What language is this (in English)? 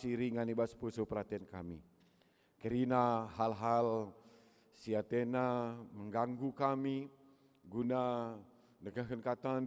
Batak Karo